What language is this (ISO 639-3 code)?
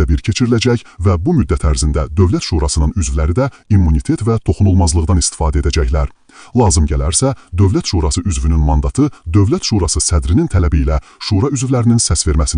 aze